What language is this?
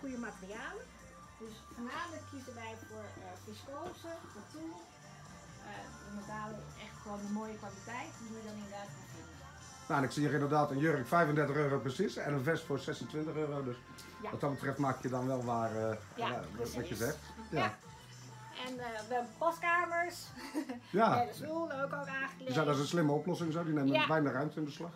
Dutch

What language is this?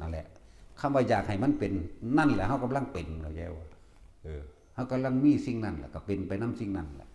Northeastern Thai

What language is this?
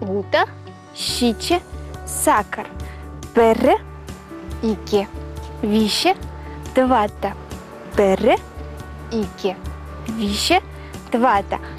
Chuvash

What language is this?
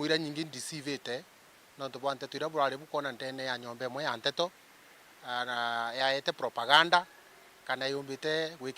Meru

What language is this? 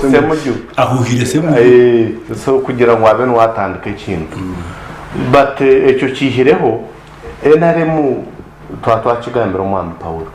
Nyankole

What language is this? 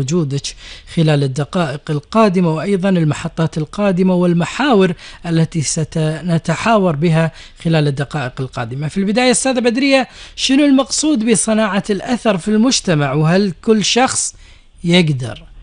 Gulf Arabic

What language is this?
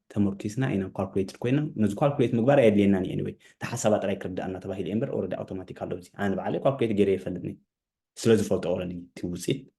Tigrinya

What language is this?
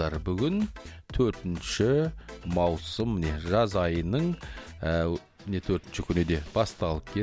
Kazakh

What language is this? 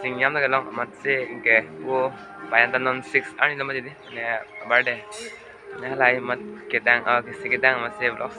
Karbi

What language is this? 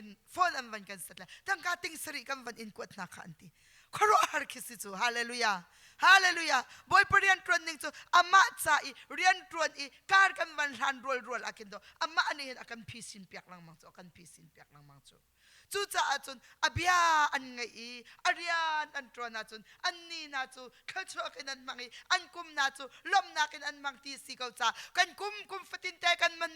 Hakha Chin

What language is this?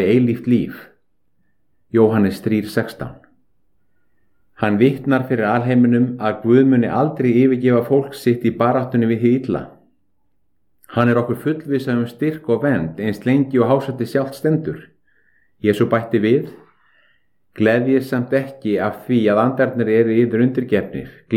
Icelandic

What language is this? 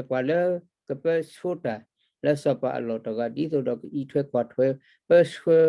S'gaw Karen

